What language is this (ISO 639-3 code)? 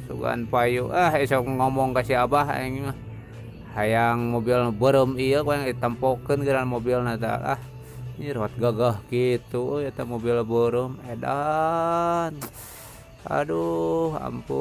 sun